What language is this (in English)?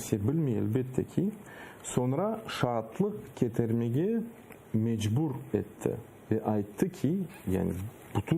Crimean Tatar